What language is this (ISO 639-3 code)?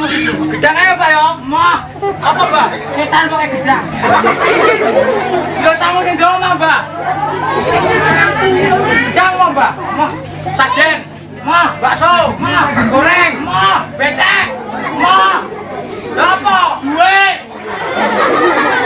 jav